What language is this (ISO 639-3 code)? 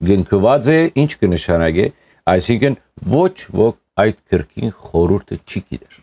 hyw